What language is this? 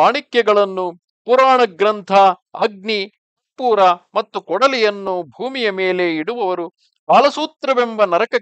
Kannada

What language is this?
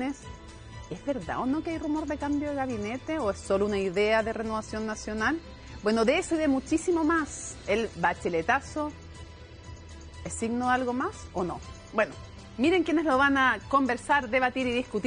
Spanish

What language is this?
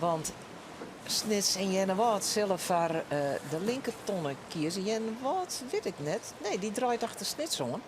Western Frisian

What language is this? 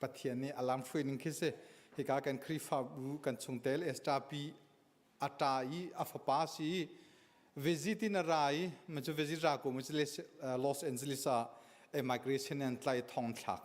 Hakha Chin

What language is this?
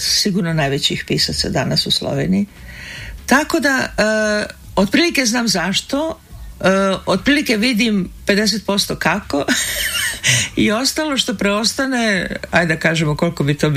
Serbian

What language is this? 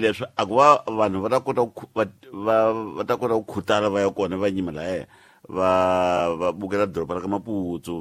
Tsonga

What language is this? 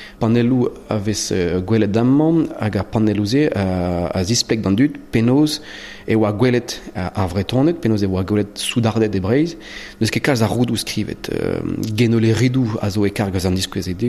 Breton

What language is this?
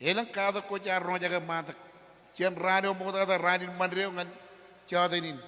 Marshallese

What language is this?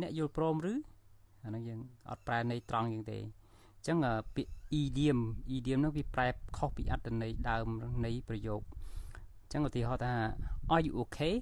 Khmer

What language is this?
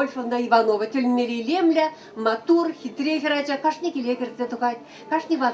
Chuvash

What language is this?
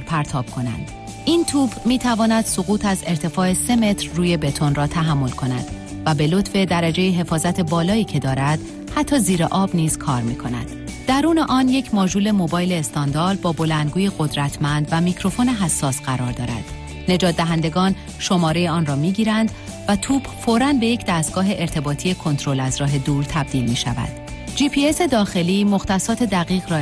Persian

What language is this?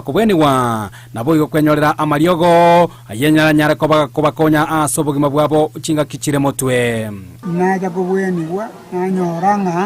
Gusii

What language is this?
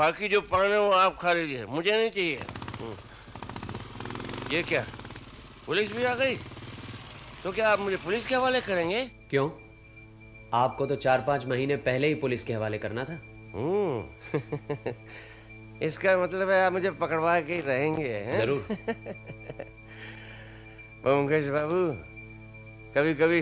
Hindi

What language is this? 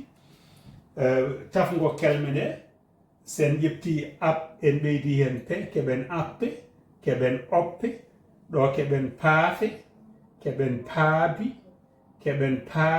Fula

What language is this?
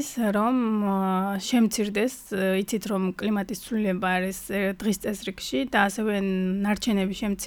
Georgian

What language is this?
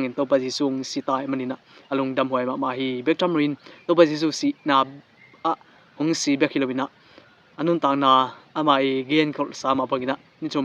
Tedim Chin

